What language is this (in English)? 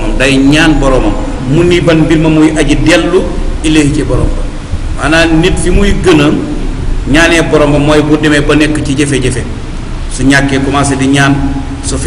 Wolof